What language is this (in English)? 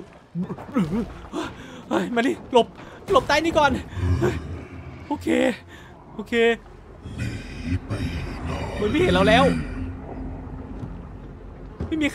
Thai